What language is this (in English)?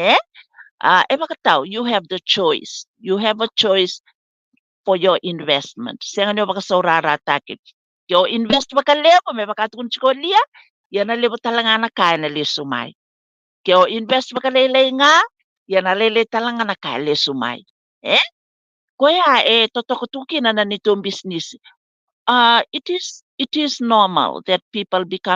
Fijian